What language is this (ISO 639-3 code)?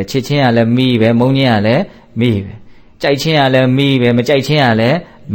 mya